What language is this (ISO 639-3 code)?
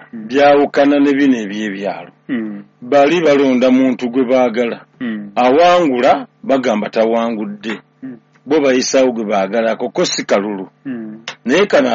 lug